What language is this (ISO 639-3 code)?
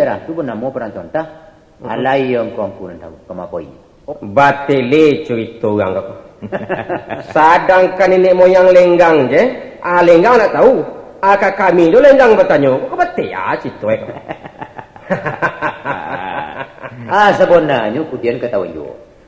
min